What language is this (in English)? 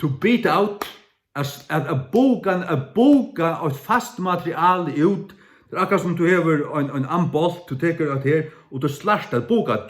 Faroese